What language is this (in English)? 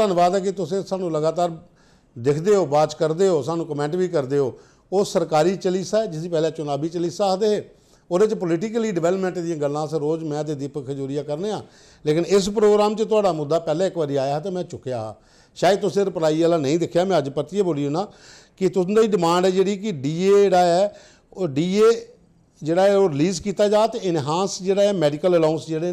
Dogri